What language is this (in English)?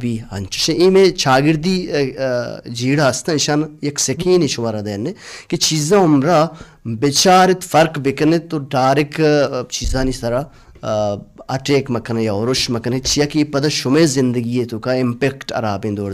Baluchi